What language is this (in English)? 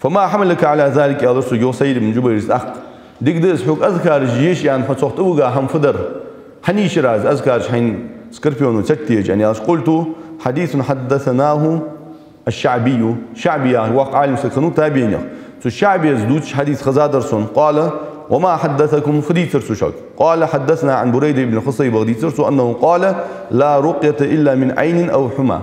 Ingush